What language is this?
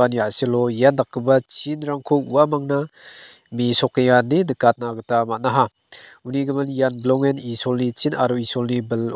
Garo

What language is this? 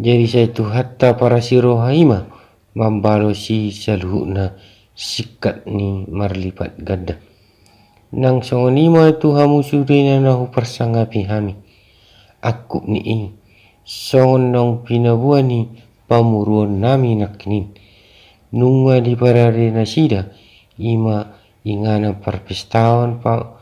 Batak Toba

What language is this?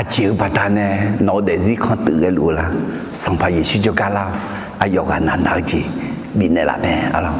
Akha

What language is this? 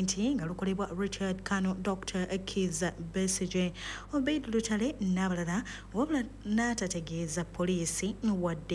Ganda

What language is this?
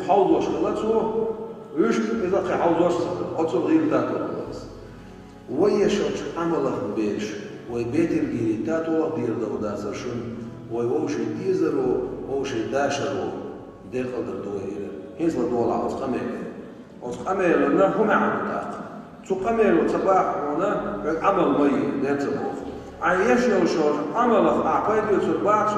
Chechen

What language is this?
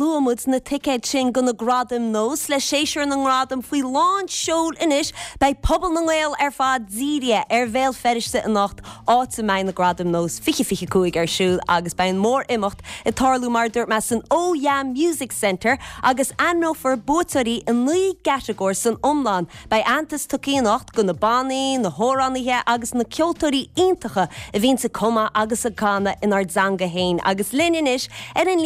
Irish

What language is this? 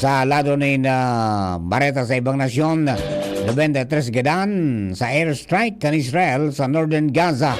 Bikol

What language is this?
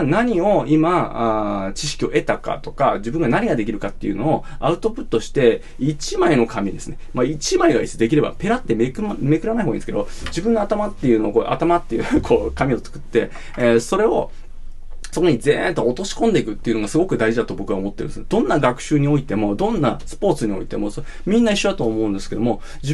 Japanese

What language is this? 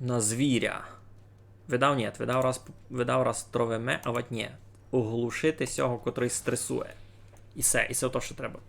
Rusyn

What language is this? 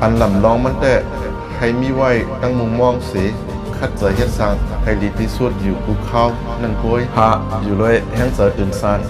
Shan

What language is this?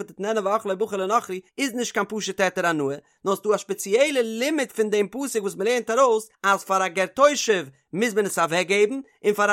Yiddish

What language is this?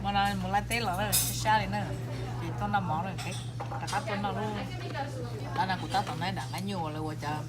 Hmong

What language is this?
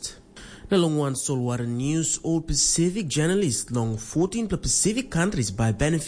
Tok Pisin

